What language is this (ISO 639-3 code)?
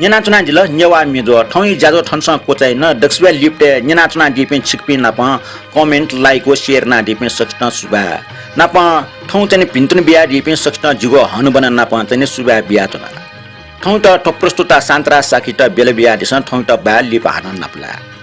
new